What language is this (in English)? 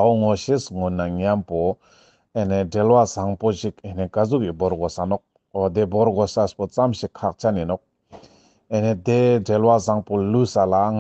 Ladakhi